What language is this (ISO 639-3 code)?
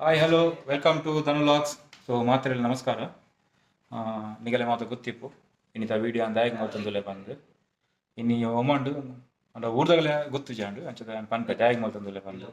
tcy